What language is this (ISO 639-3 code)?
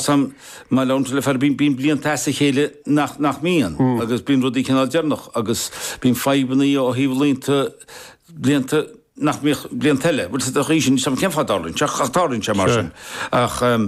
gle